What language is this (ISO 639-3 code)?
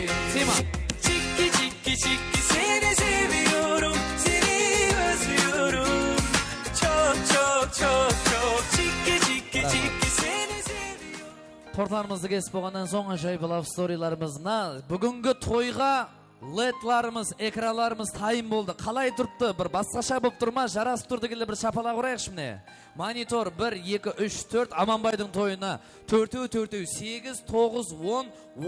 kaa